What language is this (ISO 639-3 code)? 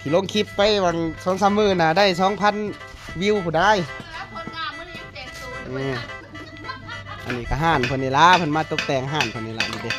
lao